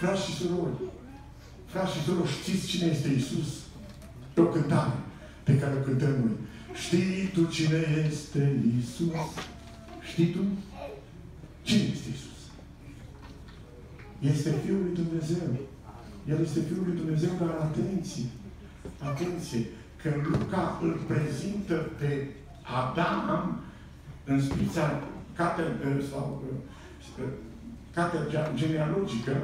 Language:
Romanian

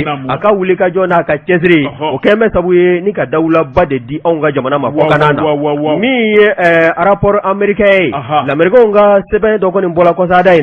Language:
Bambara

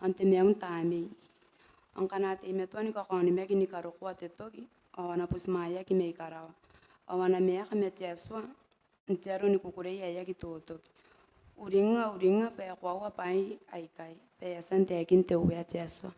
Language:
Gilbertese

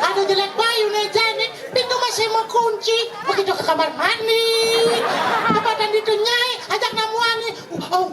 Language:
Balinese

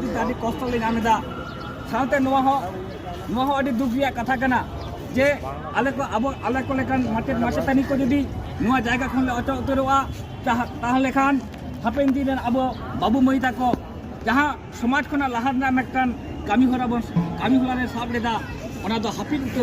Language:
Santali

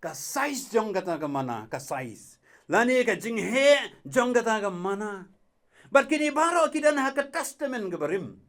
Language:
Khasi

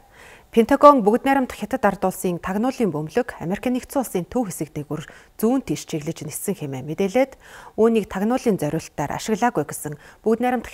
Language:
Mongolian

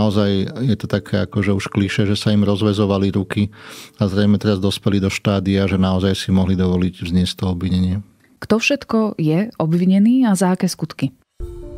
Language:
Slovak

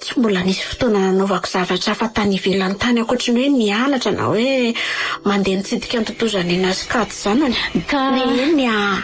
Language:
Malagasy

